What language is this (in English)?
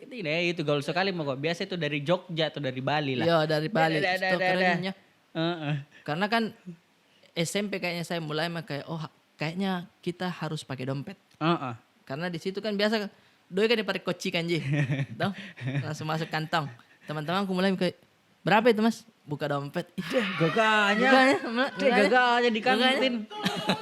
Makassar Malay